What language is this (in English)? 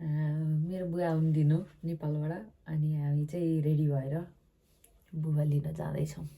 Nepali